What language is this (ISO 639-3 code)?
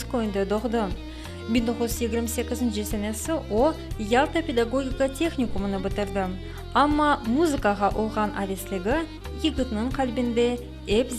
crh